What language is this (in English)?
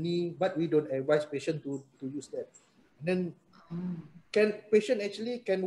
Malay